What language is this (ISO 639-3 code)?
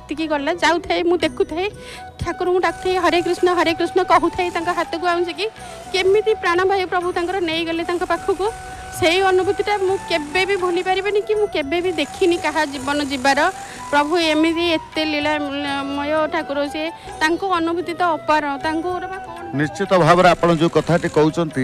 ori